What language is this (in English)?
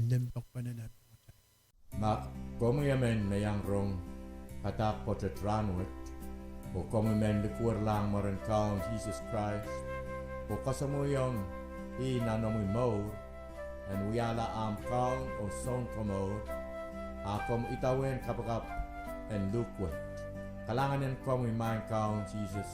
Pohnpeian